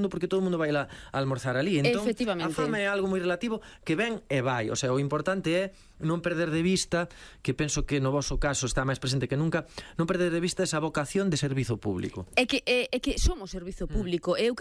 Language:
Galician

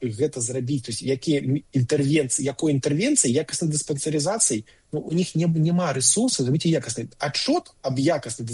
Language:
Belarusian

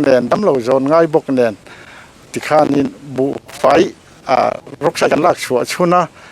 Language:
Mizo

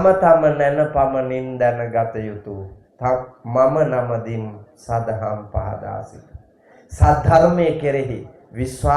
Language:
Sinhala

